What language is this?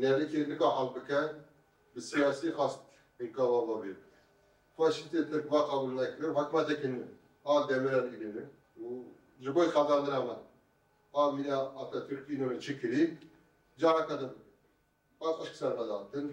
Kurdish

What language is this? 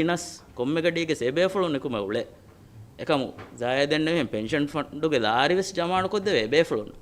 Divehi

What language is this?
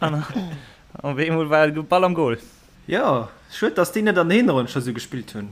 Luxembourgish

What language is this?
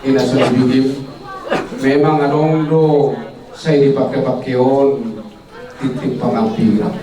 Batak Toba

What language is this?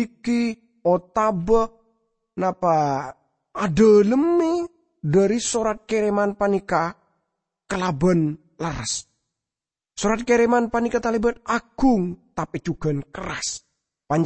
Madurese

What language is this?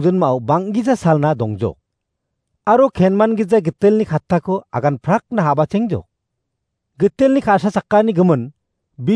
Garo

